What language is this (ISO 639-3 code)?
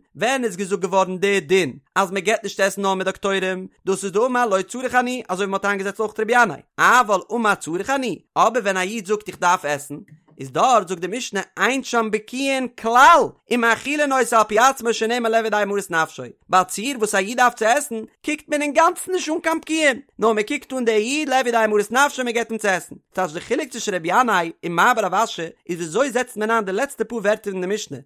yid